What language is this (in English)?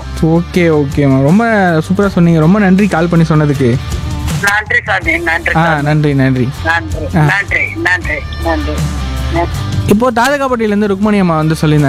Tamil